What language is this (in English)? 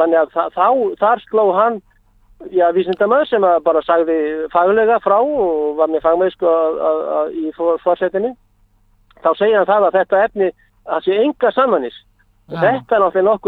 Icelandic